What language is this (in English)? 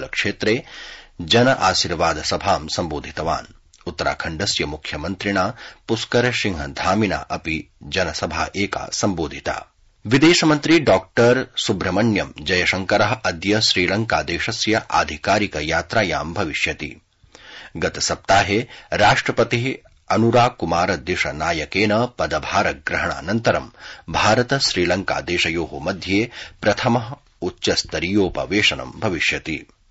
Sanskrit